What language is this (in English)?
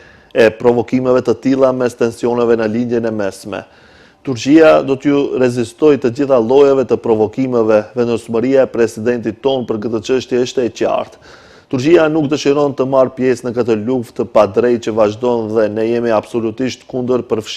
Albanian